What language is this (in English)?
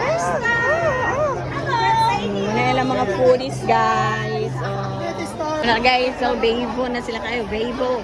Cebuano